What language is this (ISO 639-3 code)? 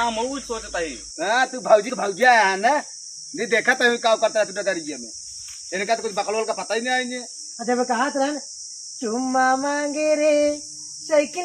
awa